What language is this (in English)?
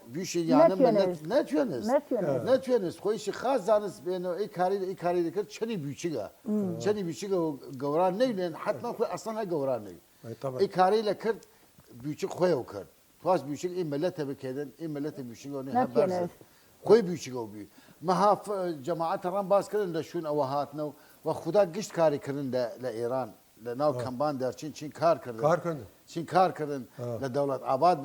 Southern Kurdish